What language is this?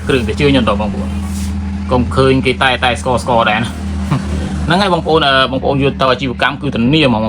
Khmer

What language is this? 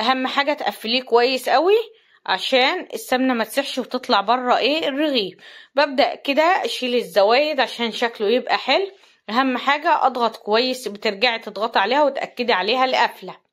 Egyptian Arabic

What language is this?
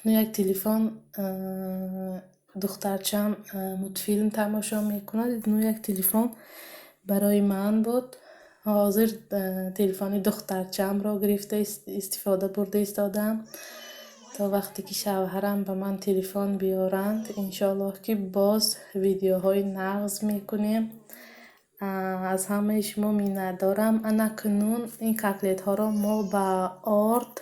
Tajik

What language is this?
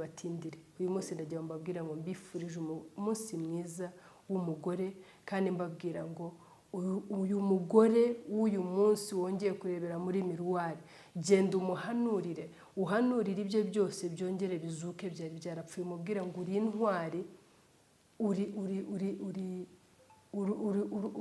Kinyarwanda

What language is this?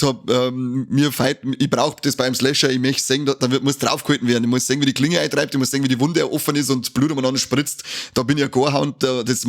Bavarian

